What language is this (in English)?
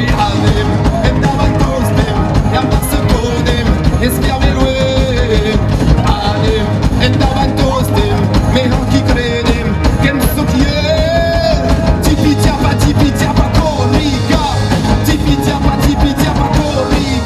Occitan